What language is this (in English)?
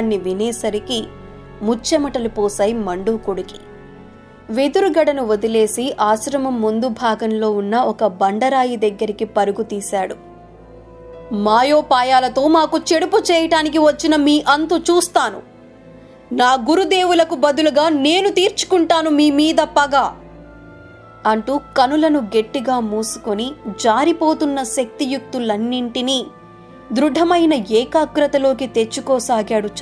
Telugu